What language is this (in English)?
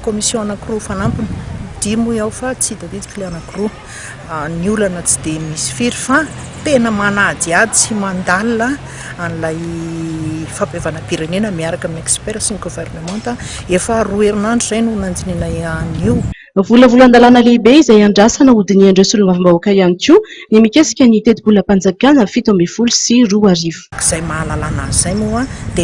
Malagasy